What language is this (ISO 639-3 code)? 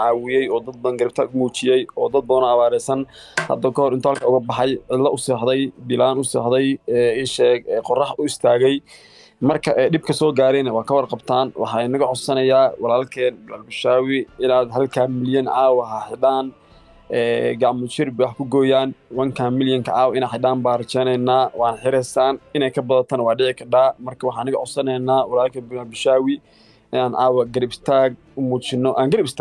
som